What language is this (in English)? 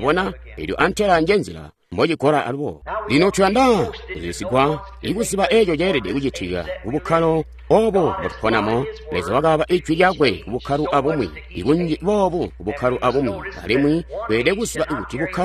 Tonga (Zambia)